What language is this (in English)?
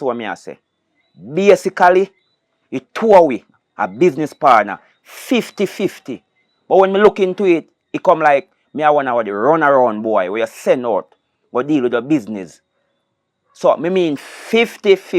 Jamaican Creole English